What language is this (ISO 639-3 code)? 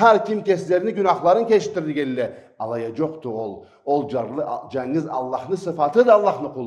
krc